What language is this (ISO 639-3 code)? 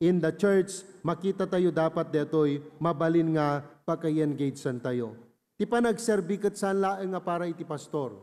ilo